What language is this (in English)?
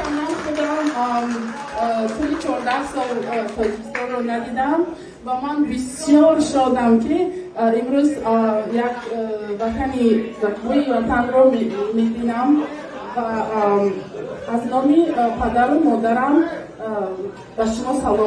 Tajik